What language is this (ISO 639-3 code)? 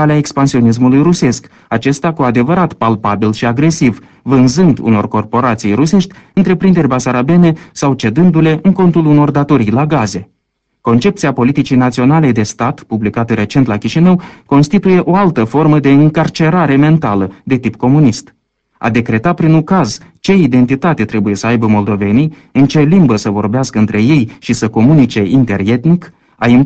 ron